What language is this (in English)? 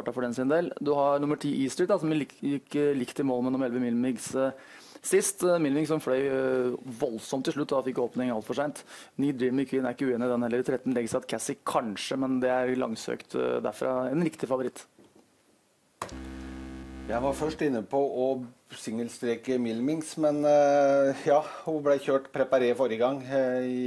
Norwegian